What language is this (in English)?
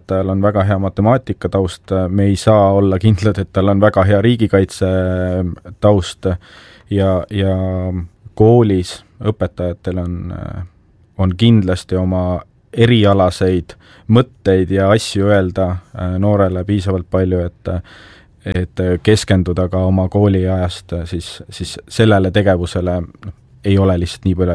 Estonian